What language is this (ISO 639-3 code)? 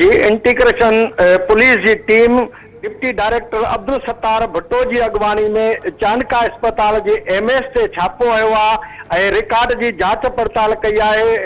snd